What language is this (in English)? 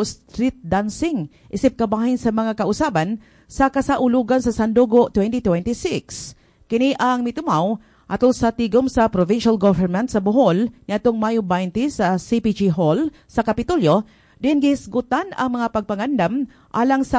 Cebuano